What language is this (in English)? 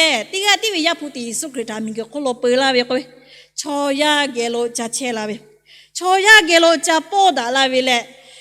Lahu